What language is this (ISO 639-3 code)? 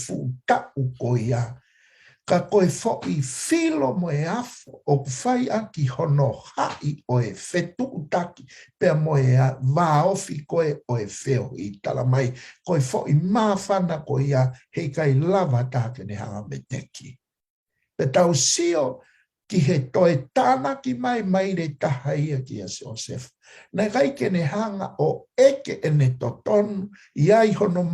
ton